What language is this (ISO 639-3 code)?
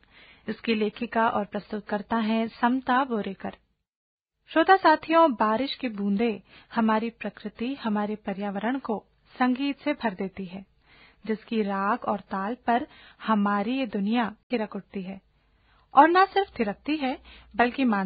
hin